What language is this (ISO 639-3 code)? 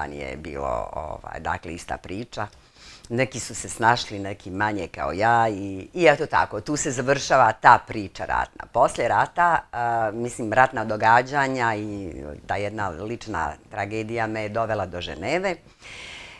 bos